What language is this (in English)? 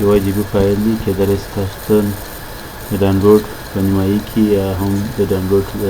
Pashto